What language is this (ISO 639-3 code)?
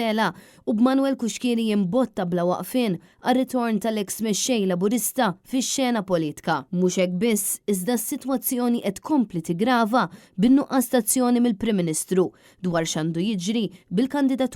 mlt